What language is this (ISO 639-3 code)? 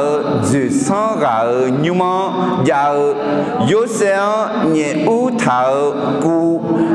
ahk